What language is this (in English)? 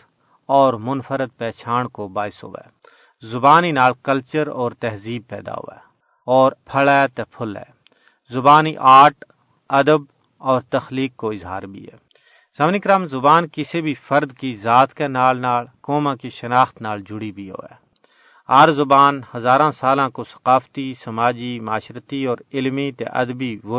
Gujari